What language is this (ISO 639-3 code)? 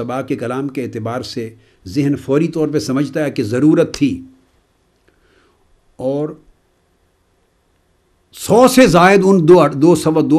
urd